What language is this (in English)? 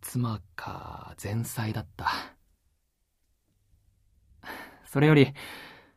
Japanese